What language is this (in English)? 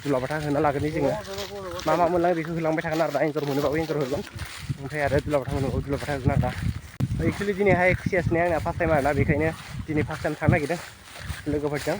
Bodo